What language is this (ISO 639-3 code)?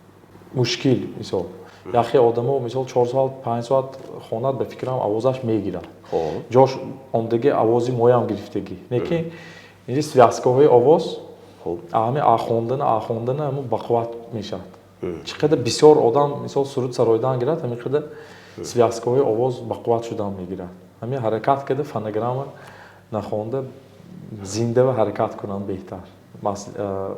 tgk